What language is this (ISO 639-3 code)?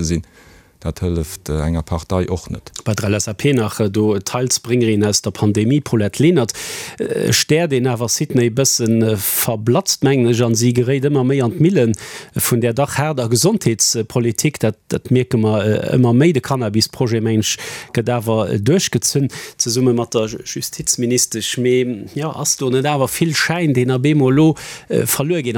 ltz